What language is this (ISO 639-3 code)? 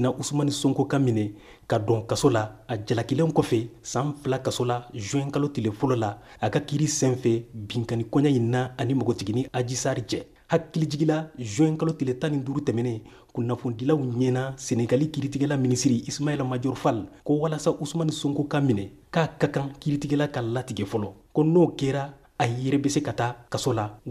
bam